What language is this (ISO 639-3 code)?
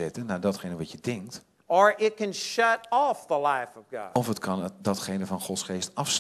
nld